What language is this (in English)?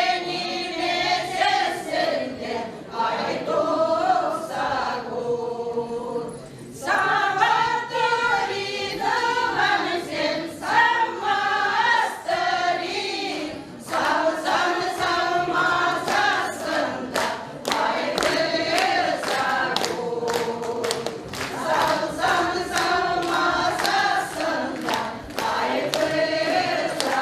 Chuvash